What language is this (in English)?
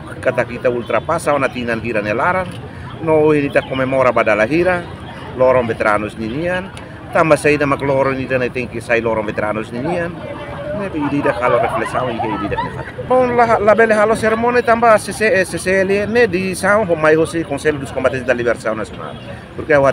Tetum